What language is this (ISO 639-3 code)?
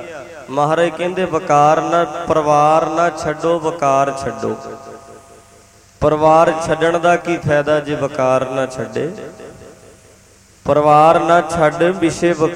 pan